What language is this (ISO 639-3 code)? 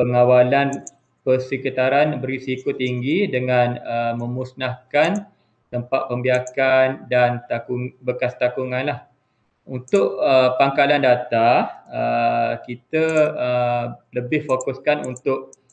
msa